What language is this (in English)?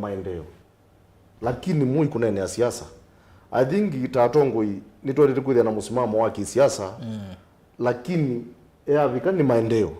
Kamba